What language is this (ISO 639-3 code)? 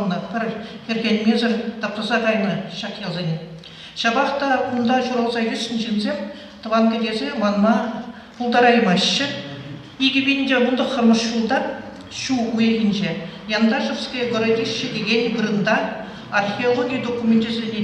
chv